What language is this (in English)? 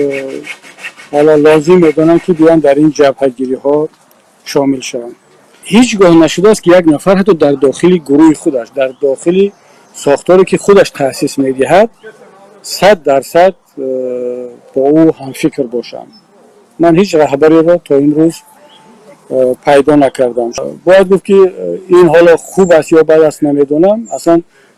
Tajik